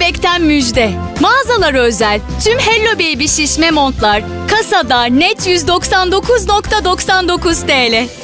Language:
Turkish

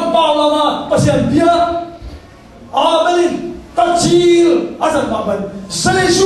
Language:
Tedim Chin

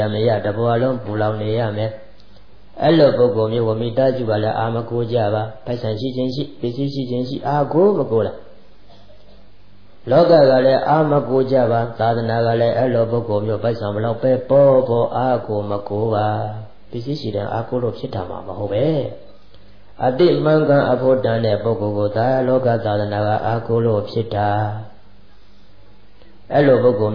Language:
Burmese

